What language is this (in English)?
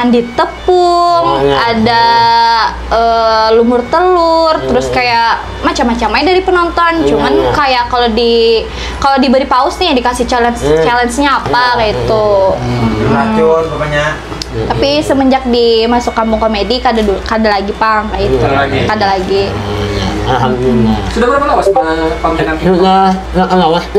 Banjar